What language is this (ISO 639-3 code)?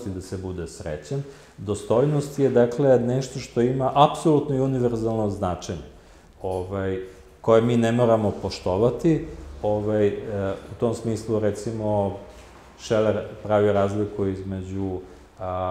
srp